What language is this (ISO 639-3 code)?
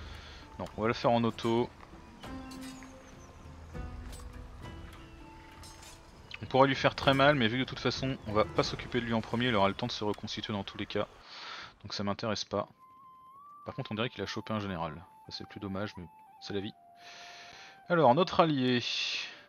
fra